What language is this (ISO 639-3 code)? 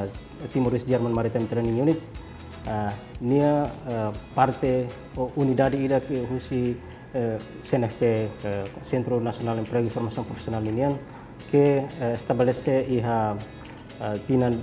tet